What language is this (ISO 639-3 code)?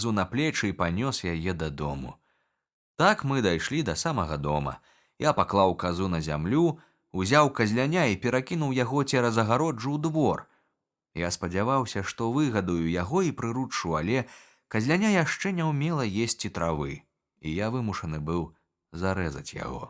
bel